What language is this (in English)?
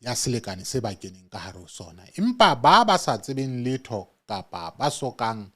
Southern Sotho